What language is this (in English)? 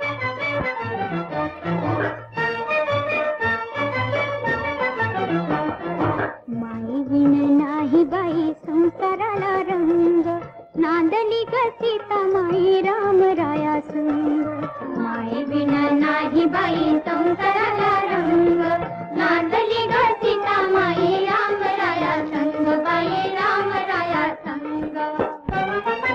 Marathi